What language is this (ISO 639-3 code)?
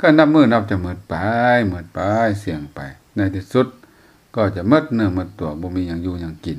lao